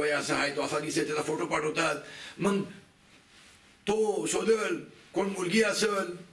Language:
Marathi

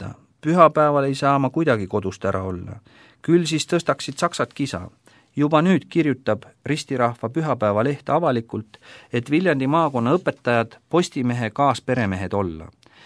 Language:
Estonian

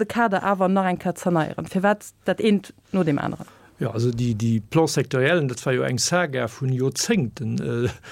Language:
Luxembourgish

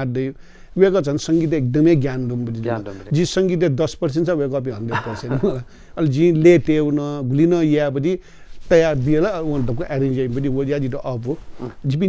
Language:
Newari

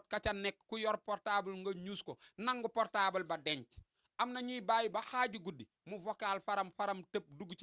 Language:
Wolof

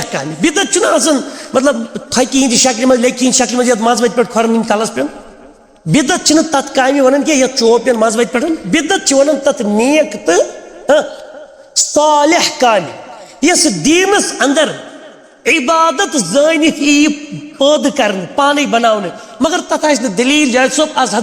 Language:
Kashmiri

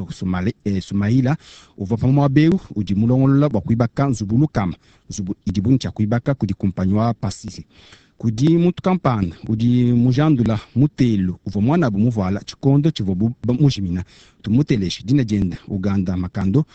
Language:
Luba-Lulua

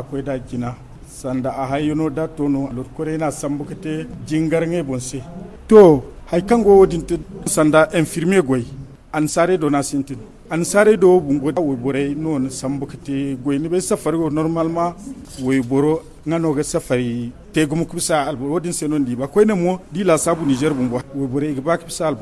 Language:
Zarma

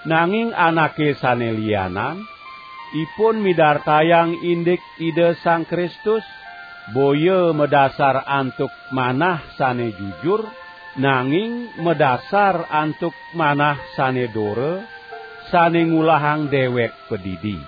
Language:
Balinese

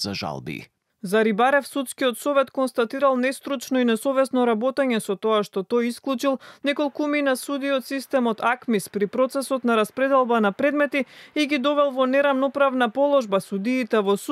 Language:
Macedonian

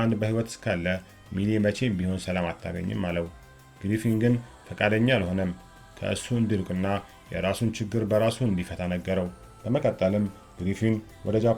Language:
Amharic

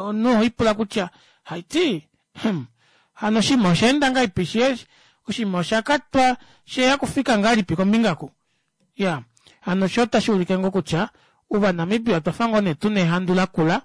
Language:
Kuanyama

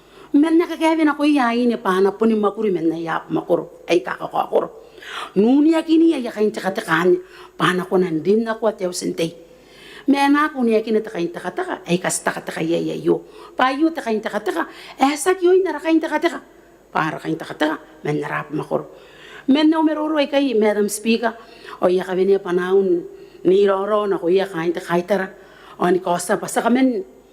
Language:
Gilbertese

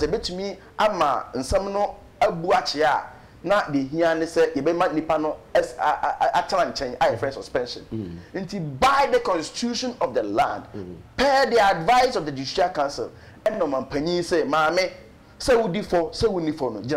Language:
Akan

